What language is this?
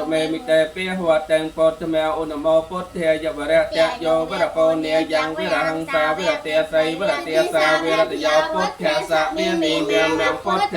Khmer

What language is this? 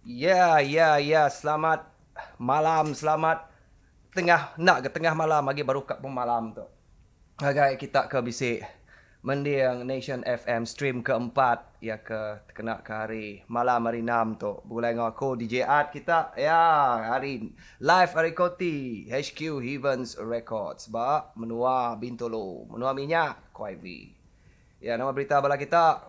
Iban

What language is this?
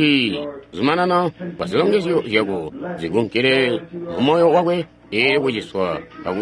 Tonga (Zambia)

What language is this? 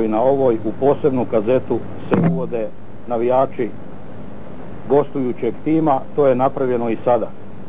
Croatian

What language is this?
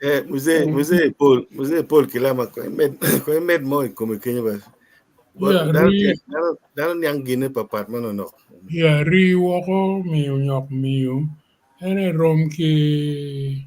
Acoli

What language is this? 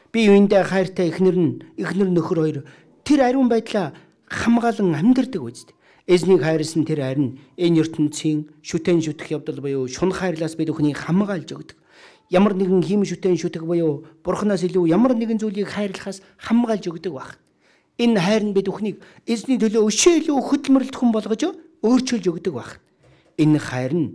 Mongolian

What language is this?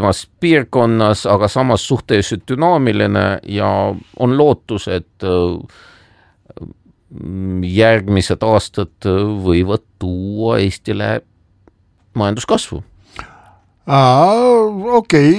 Estonian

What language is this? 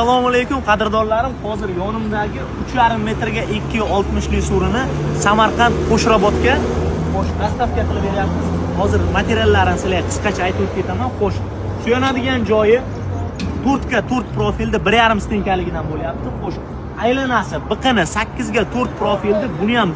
Uzbek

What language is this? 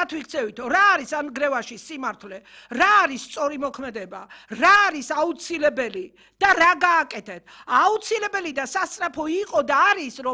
Georgian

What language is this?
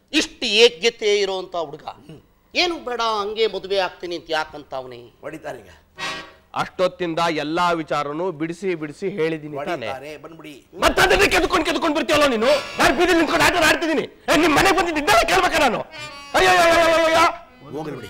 Kannada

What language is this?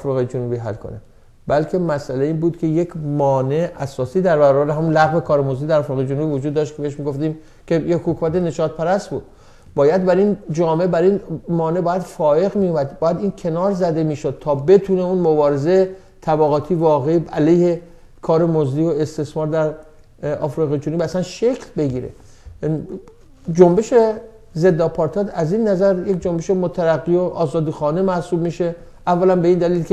Persian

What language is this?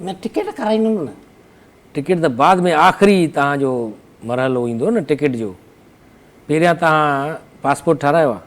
Sindhi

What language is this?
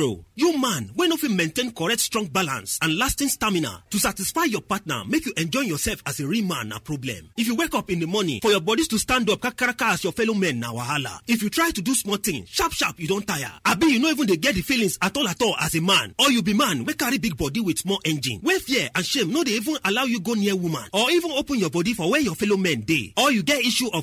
Nigerian Pidgin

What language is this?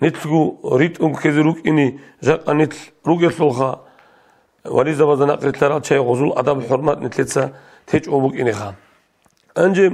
Avaric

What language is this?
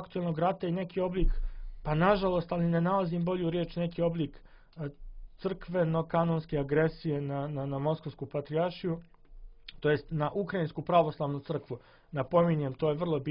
Serbian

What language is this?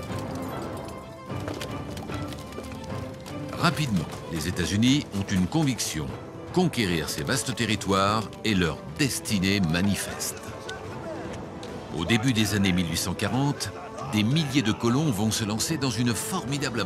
French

